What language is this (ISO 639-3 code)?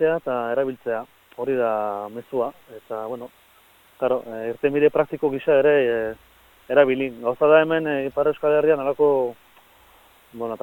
eus